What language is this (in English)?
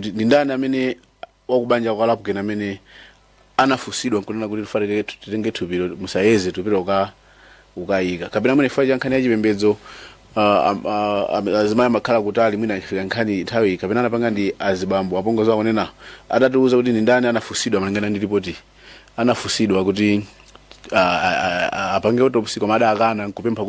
Nyanja